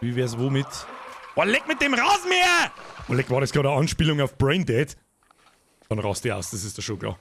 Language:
Bavarian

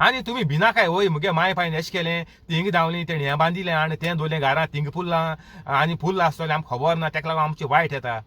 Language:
Konkani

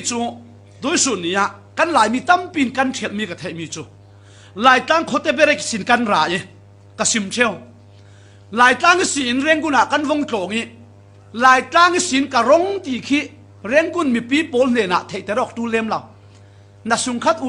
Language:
Falam Chin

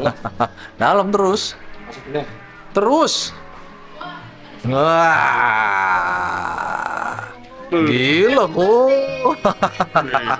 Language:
Indonesian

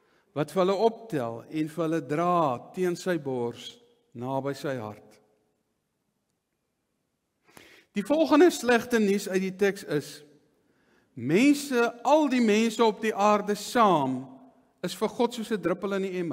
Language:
Afrikaans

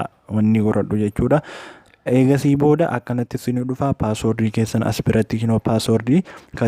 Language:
Oromo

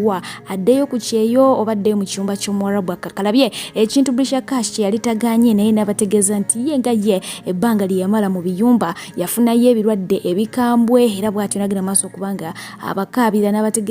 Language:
Ganda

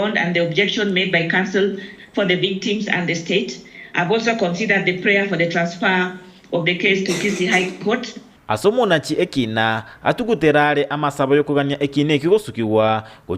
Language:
Gusii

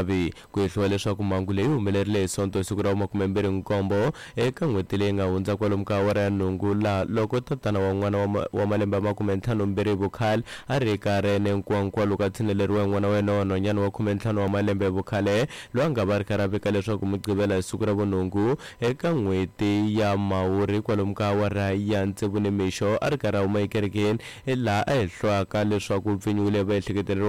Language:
Tsonga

